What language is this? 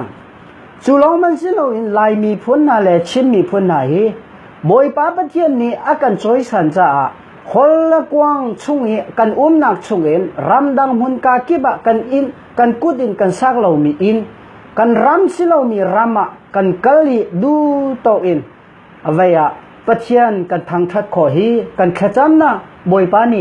Hakha Chin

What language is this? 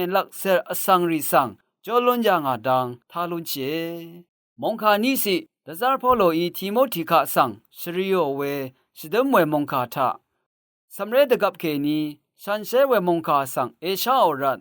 Rawang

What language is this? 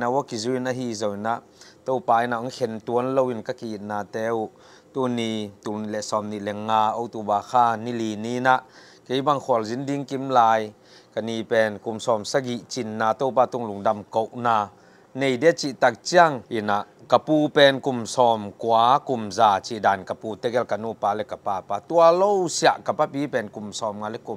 Tedim Chin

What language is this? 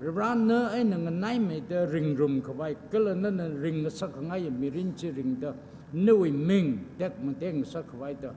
Tangkhul Naga (India)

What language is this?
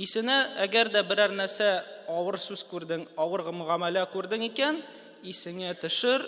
Tatar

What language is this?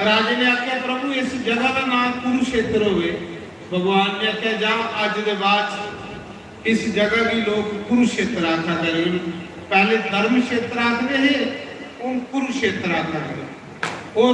Dogri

